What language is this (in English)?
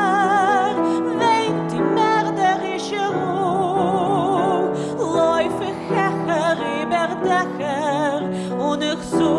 Yiddish